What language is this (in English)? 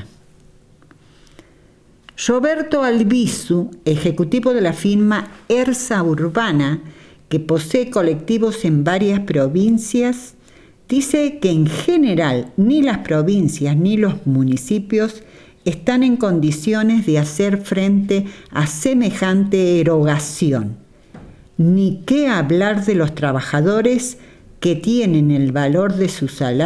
Spanish